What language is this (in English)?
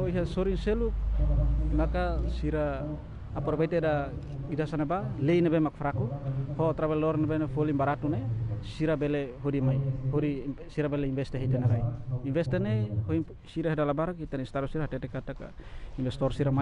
Tetum